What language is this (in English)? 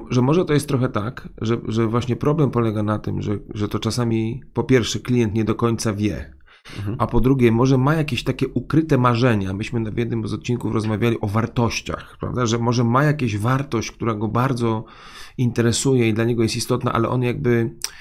Polish